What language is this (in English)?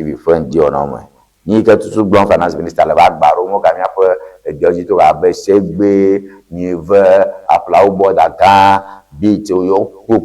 Ewe